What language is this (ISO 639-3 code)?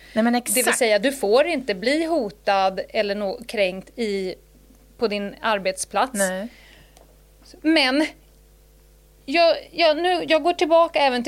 swe